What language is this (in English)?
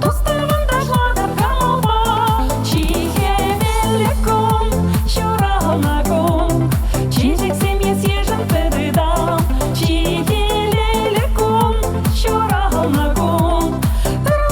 Chuvash